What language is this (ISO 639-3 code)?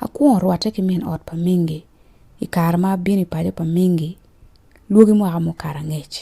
ach